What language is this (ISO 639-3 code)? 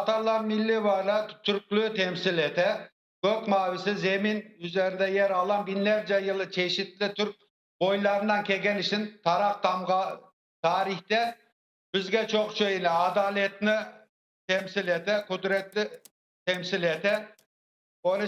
crh